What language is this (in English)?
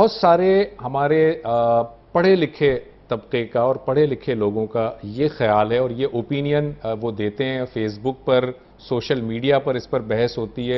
Urdu